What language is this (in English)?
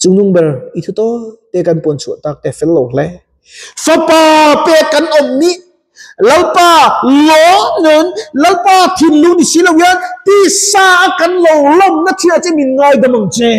Mizo